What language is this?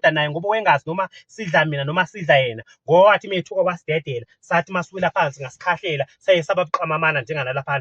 Zulu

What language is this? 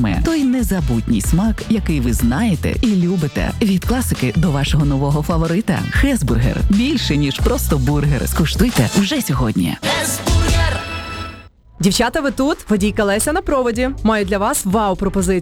Ukrainian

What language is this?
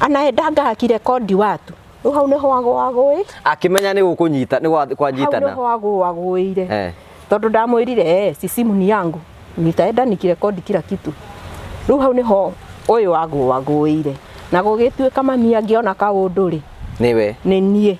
Kikuyu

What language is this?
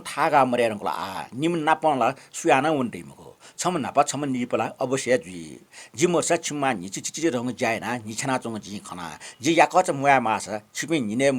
Newari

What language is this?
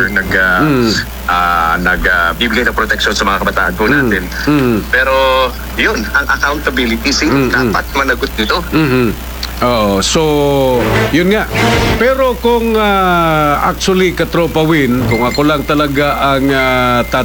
Filipino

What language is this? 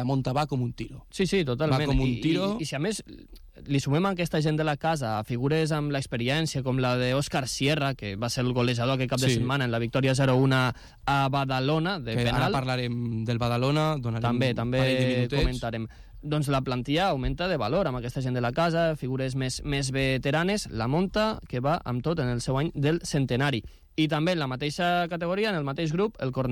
Catalan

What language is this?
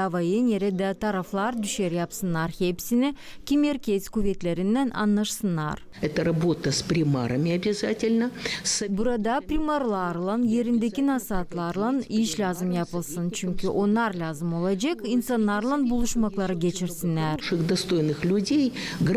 Gagauz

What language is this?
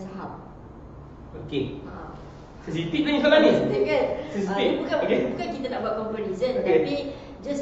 Malay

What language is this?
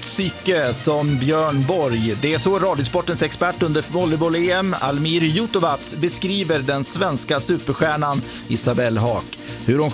Swedish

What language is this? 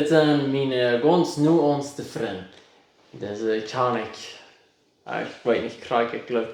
Plautdietsch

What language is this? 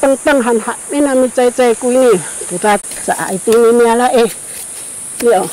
Sakizaya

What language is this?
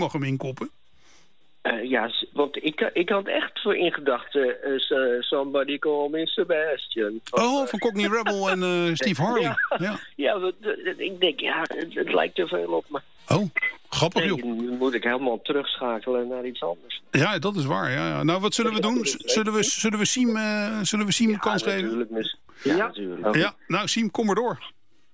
Dutch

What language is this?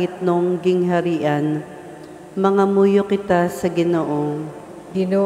Cebuano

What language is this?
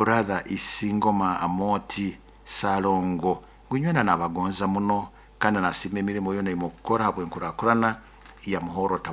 Nyoro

